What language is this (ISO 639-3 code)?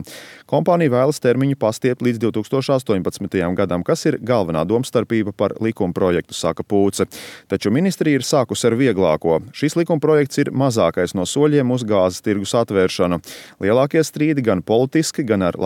lav